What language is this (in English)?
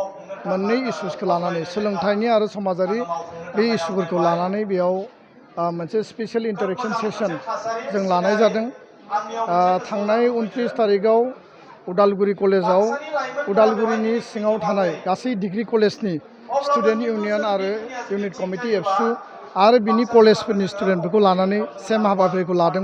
Bodo